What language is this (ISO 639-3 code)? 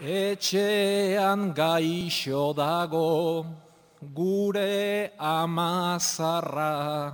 eus